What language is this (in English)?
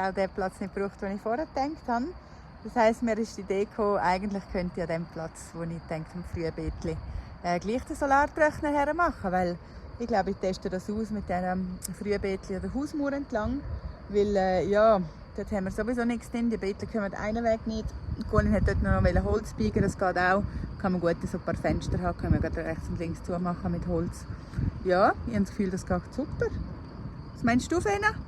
Swiss German